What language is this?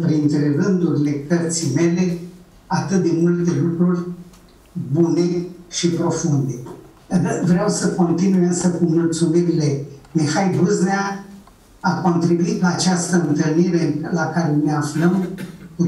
Romanian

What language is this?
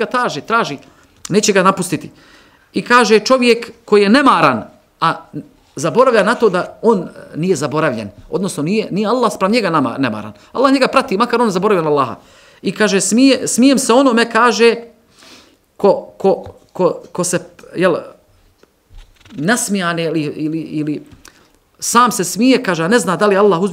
Bosnian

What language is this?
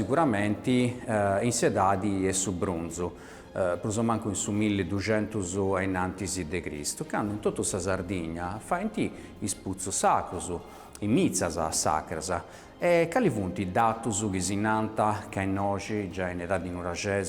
Sardinian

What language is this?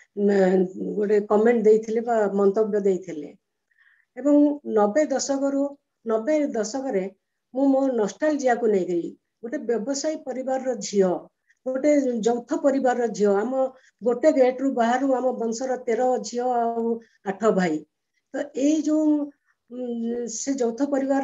Odia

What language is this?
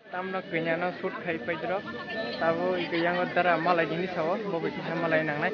Kok Borok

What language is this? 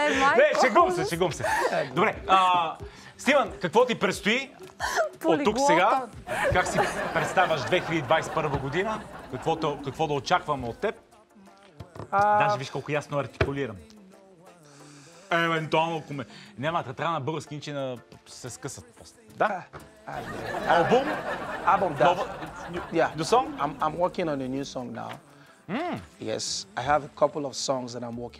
Bulgarian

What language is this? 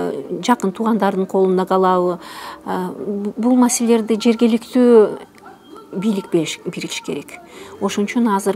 Kyrgyz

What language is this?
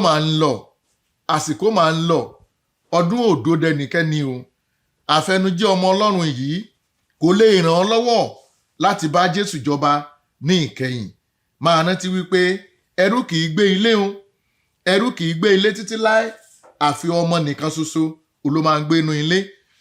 Yoruba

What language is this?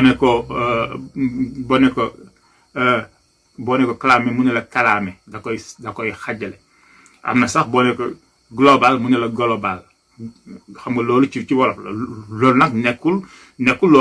Wolof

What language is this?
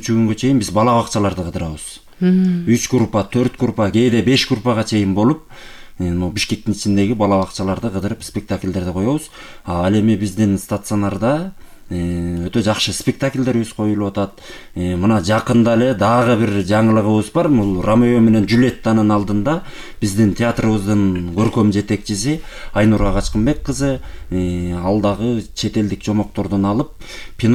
Kyrgyz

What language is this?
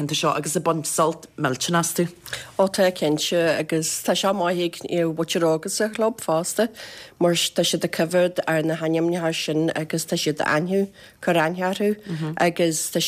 Irish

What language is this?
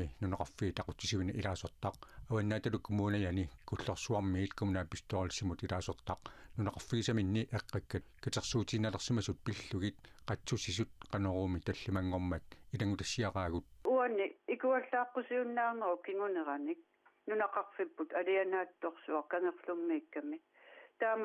Kalaallisut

